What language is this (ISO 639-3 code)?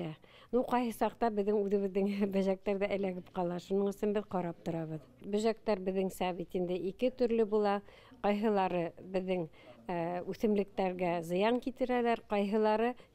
bak